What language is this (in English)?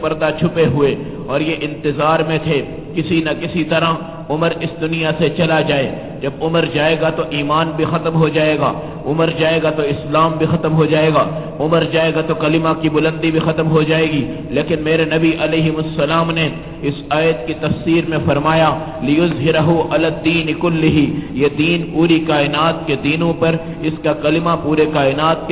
Urdu